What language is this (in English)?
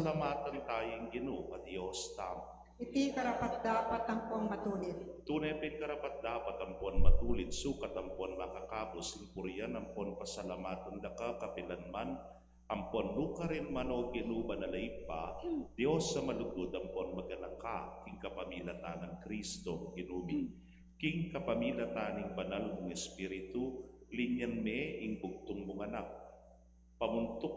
Pampanga